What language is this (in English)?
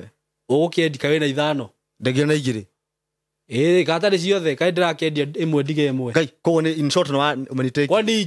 Kikuyu